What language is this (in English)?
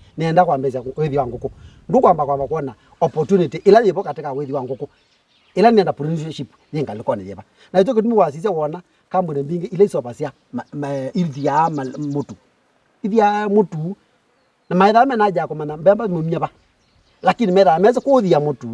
Kamba